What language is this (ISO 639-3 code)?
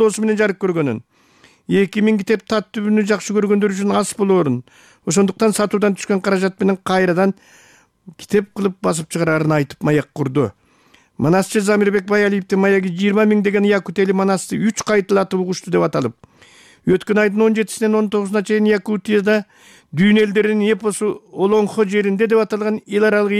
kir